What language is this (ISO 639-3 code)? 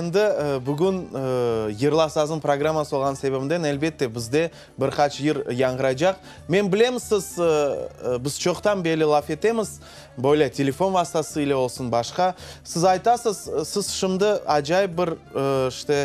crh